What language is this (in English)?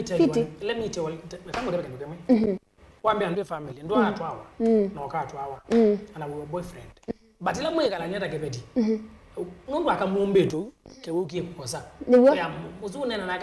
Kamba